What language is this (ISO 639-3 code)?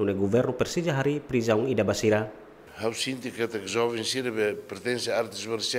tet